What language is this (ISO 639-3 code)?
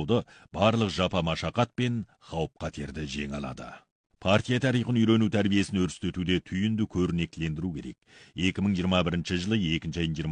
kaz